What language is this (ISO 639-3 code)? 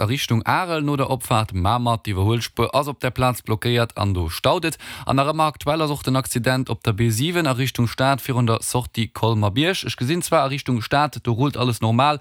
ltz